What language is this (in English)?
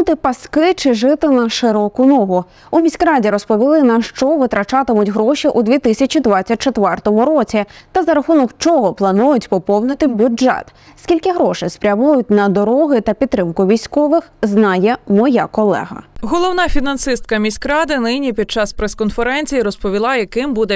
Ukrainian